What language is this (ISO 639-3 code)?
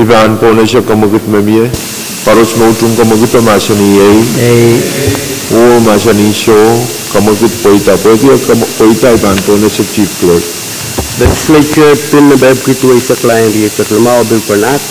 pon